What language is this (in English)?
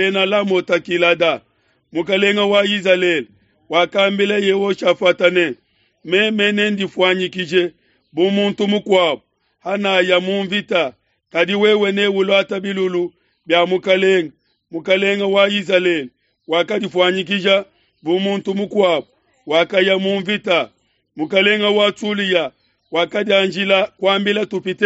Luba-Lulua